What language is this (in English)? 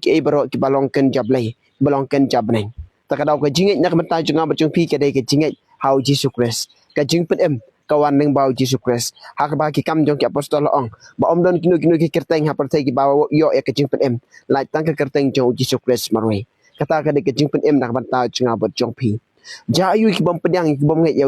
Khasi